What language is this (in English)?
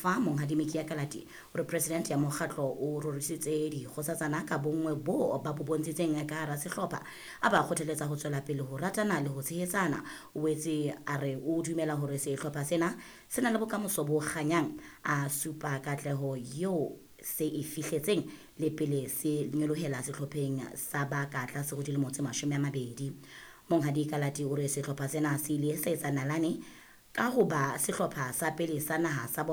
Southern Sotho